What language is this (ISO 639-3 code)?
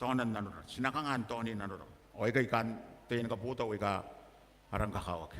gil